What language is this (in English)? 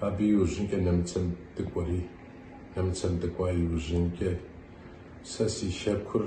Kabardian